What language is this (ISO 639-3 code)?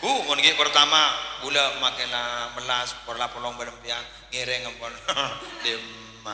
mad